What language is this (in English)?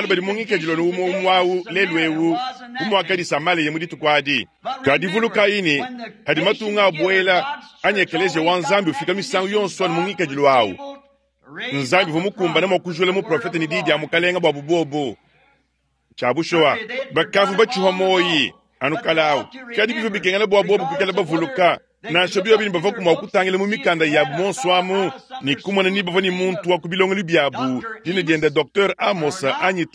Luba-Lulua